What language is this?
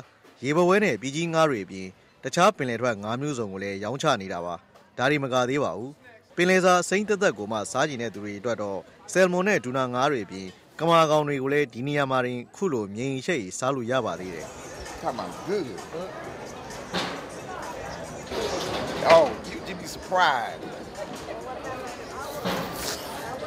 Burmese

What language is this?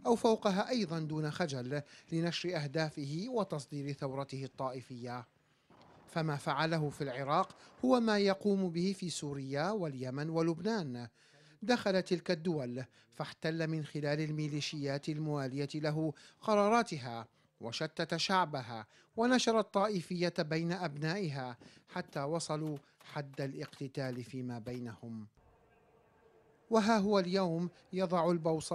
Arabic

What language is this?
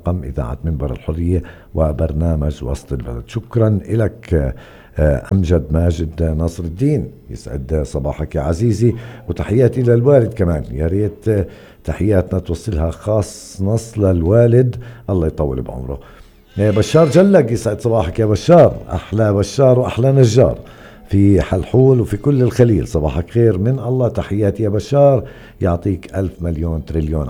North Levantine Arabic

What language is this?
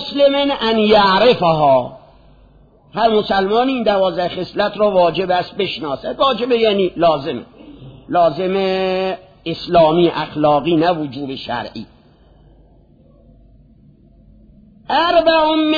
Persian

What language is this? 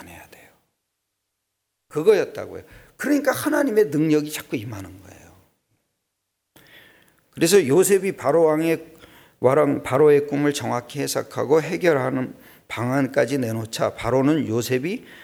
Korean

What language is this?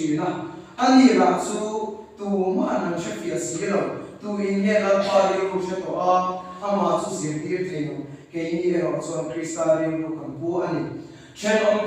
Mizo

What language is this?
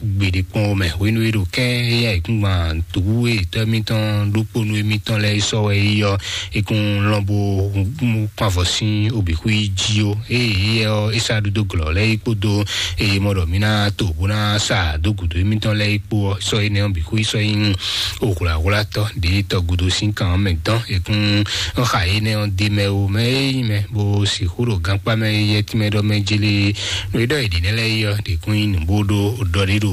Fon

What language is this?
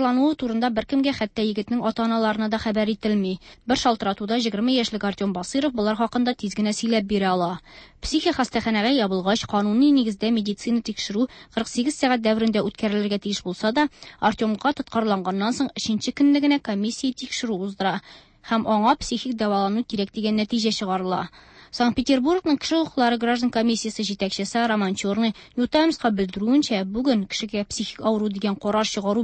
Tatar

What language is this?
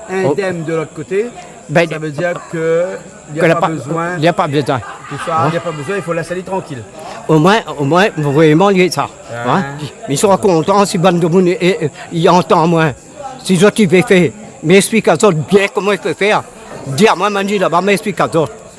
Réunion Creole French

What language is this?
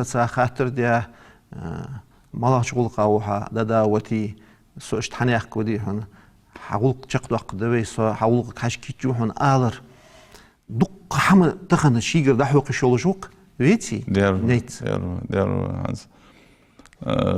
Ingush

